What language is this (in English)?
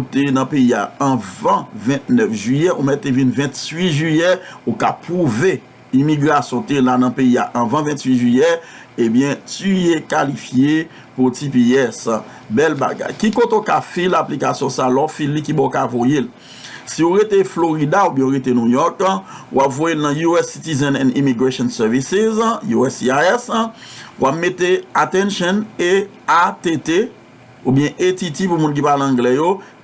Haitian Creole